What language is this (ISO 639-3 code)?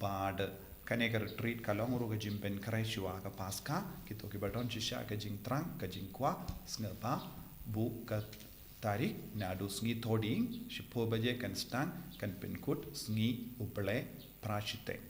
kha